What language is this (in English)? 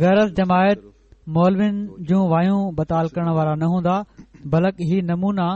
Sindhi